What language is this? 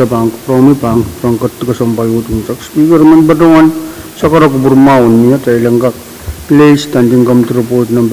Pohnpeian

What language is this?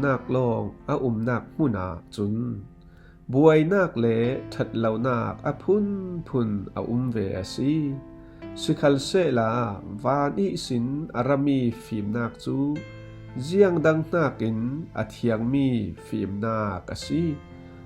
Falam Chin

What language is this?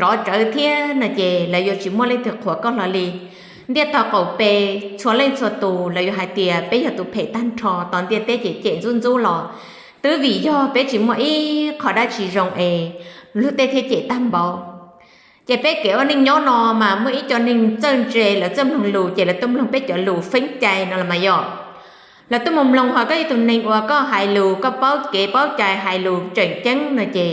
Hmong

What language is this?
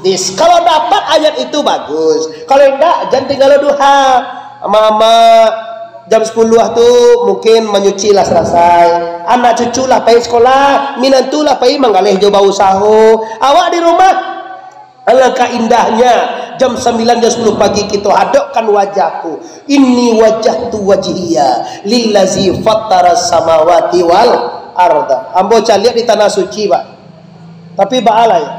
Minangkabau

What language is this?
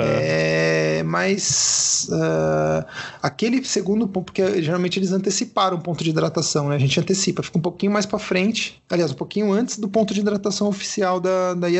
Portuguese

